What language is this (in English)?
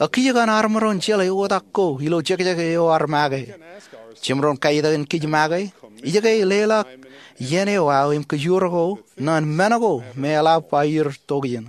Marshallese